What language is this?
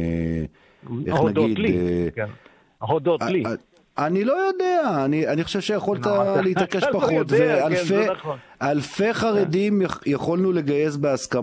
Hebrew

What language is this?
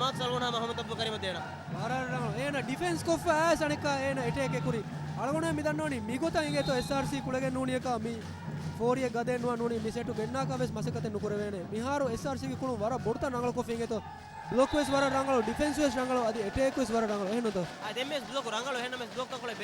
Divehi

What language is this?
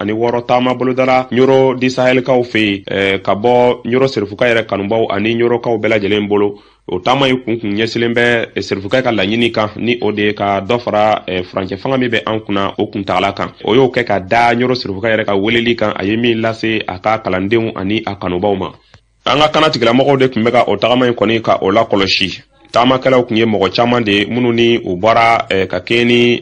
Bambara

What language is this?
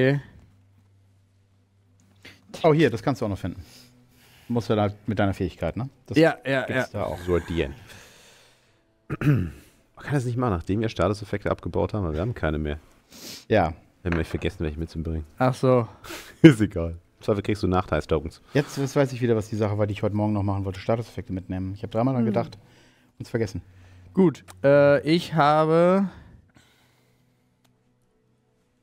German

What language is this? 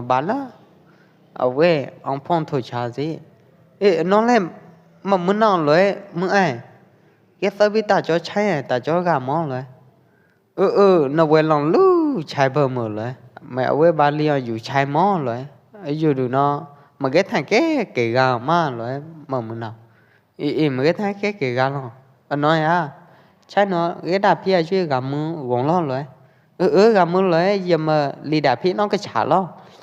Pwo Eastern Karen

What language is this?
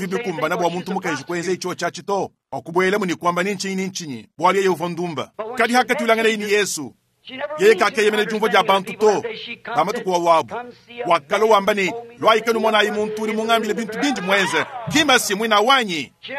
Luba-Lulua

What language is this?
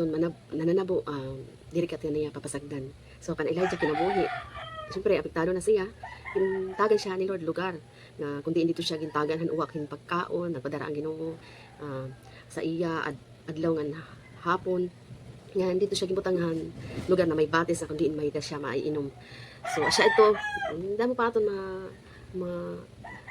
Waray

